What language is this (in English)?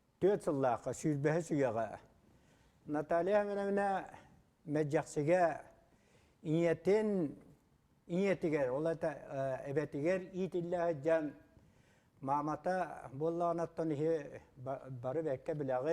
Yakut